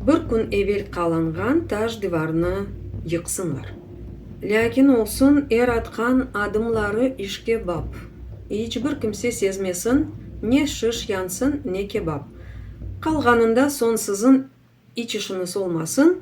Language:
Crimean Tatar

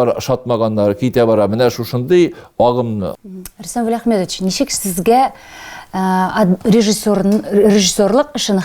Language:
Tatar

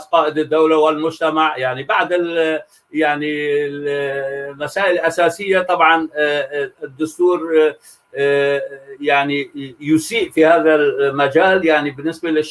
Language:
North Levantine Arabic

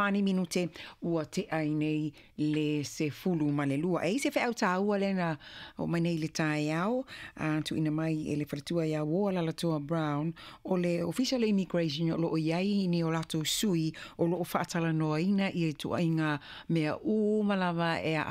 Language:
Samoan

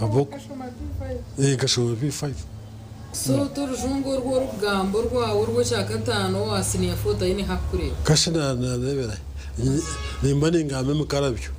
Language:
Nyankole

